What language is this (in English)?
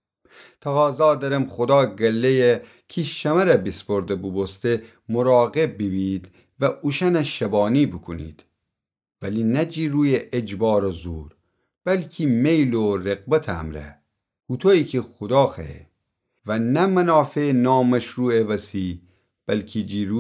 Gilaki